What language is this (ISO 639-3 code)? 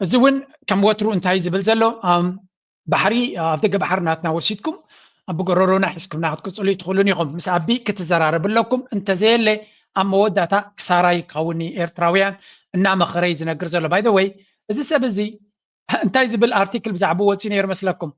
tir